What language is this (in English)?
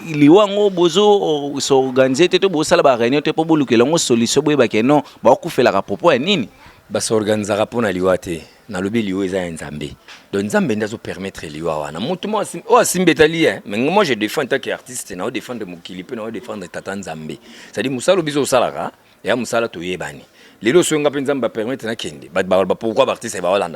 Lingala